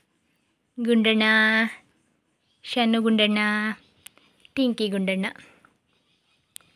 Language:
Kannada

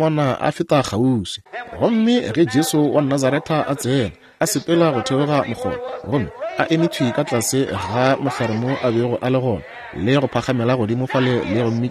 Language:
Northern Sotho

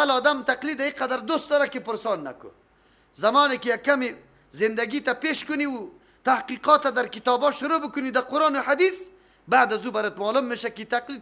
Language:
Persian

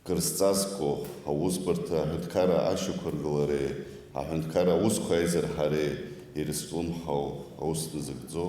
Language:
Abkhazian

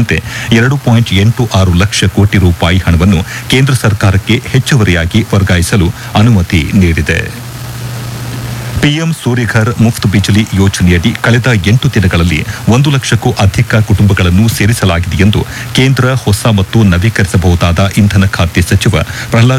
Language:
Kannada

